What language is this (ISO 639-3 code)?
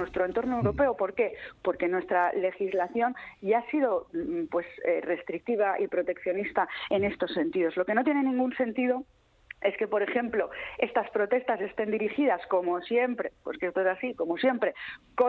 spa